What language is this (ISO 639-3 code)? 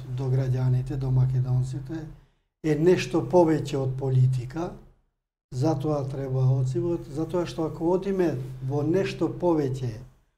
mkd